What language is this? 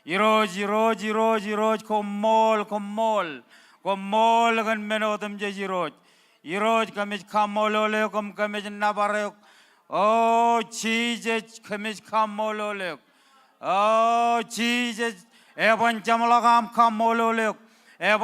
Marshallese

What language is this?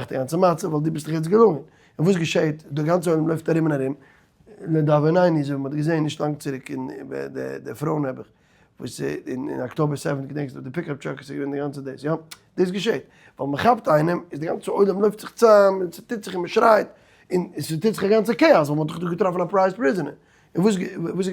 Yiddish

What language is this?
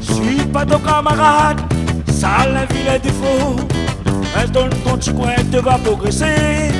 Réunion Creole French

